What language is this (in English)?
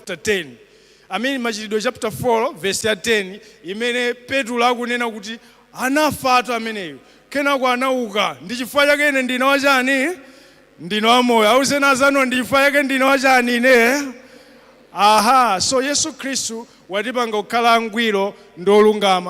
Nyanja